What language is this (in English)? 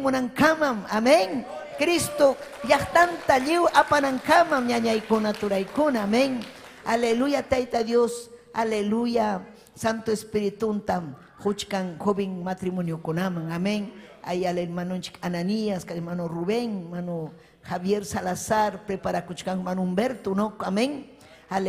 Ayacucho Quechua